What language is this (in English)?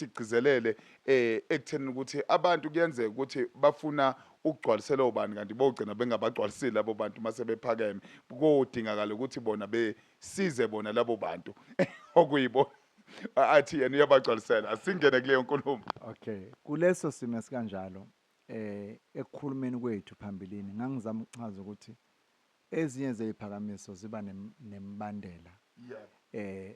Zulu